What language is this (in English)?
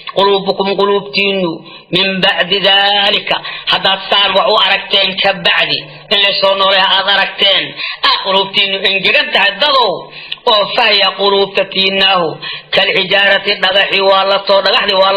Somali